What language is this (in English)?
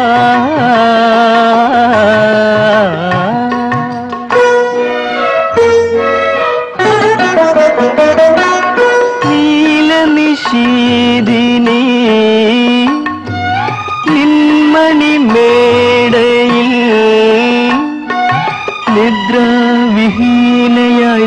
Malayalam